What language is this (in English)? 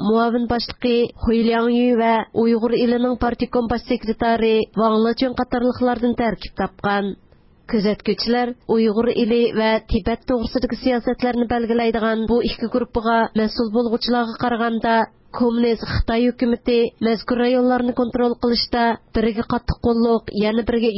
Uyghur